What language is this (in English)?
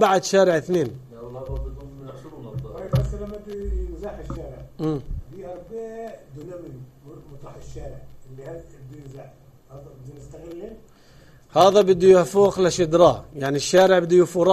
North Levantine Arabic